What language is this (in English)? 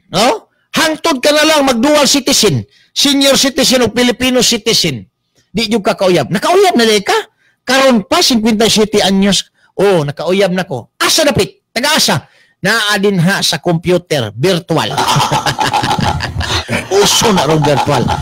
Cebuano